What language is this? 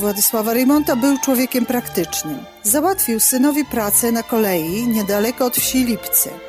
Polish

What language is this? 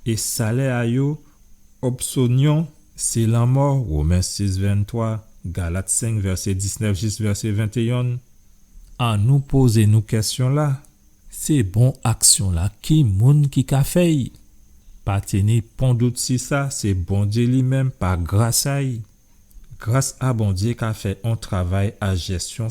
Guadeloupean Creole French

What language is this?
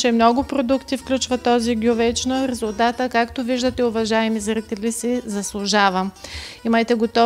Bulgarian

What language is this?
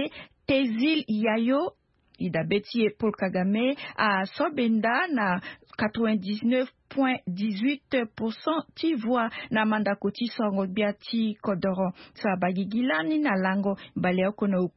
Sango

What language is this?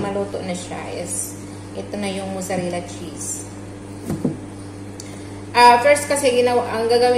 Filipino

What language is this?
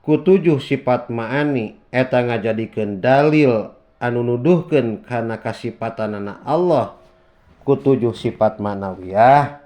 Sundanese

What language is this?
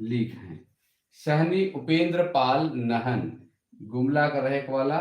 Sadri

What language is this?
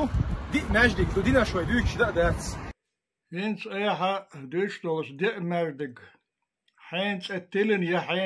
Chechen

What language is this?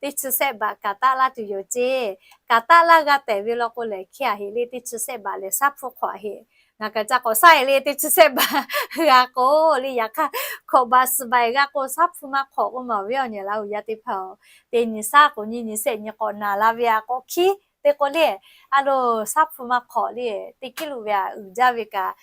Lahu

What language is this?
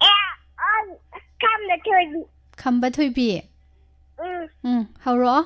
Manipuri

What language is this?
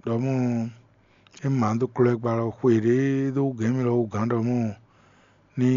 Fon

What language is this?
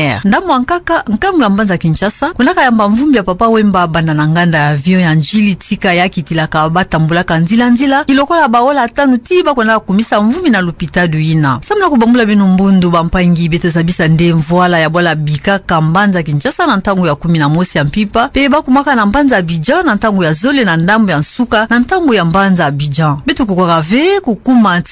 Kituba (Democratic Republic of Congo)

